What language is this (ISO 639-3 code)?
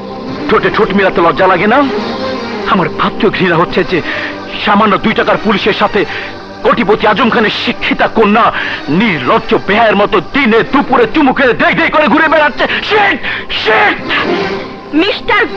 ben